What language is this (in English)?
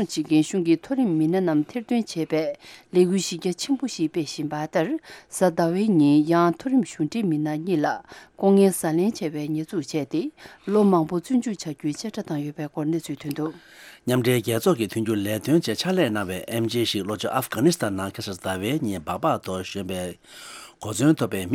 Tibetan